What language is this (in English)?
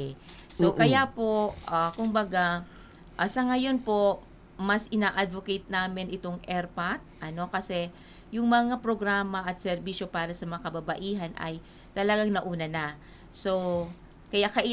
Filipino